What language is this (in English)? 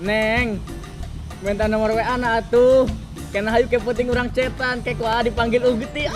Sundanese